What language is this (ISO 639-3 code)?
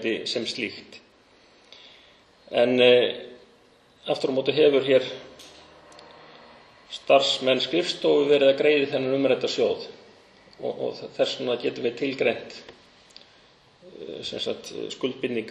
isl